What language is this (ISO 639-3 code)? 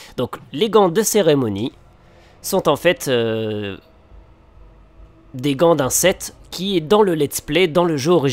fra